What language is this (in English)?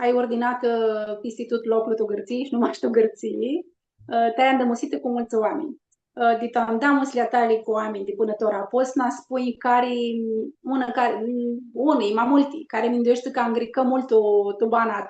Aromanian